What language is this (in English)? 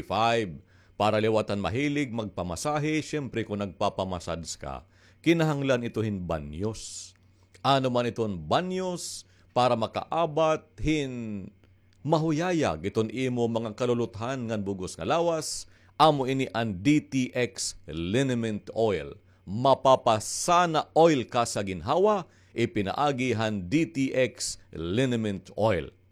Waray